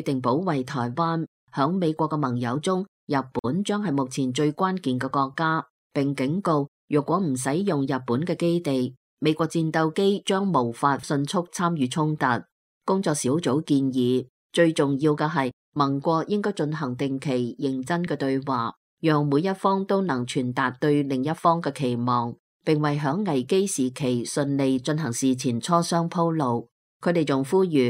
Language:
Cantonese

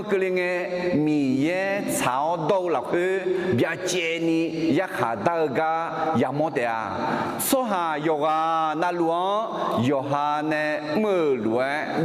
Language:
Akha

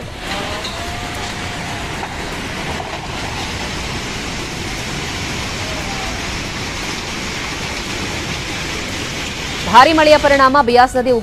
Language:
Kannada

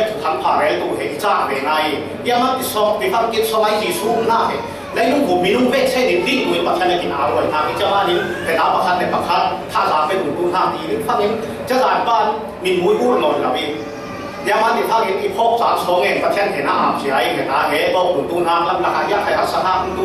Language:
Falam Chin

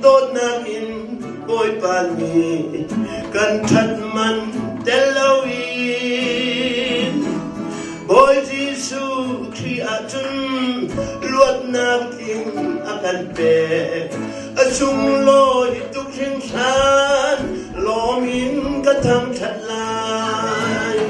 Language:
Hakha Chin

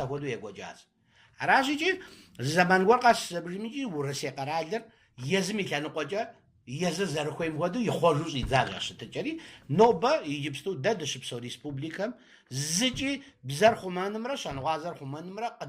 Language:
Kabardian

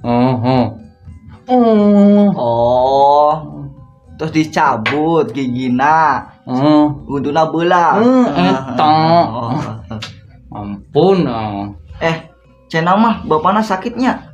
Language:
Sundanese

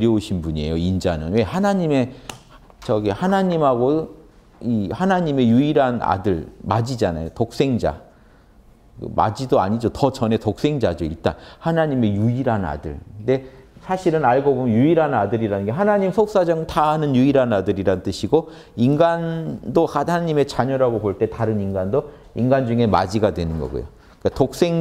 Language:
Korean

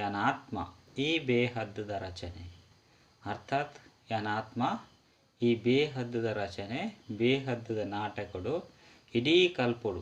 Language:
Tulu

